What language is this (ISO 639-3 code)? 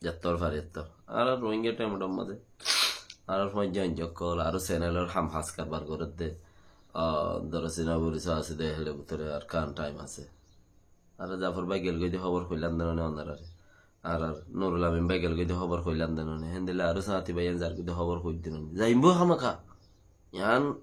rhg